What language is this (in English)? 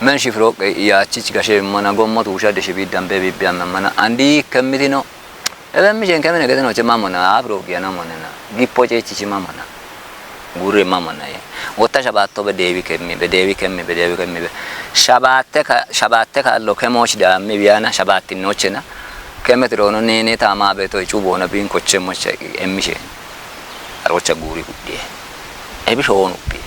Kafa